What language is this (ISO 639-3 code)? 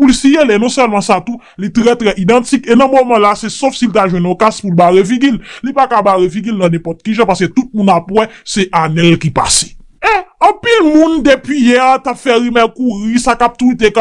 hat